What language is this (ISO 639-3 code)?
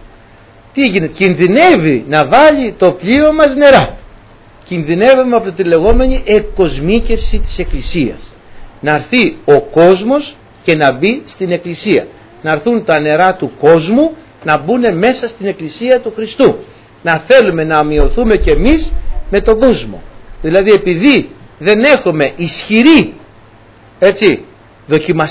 ell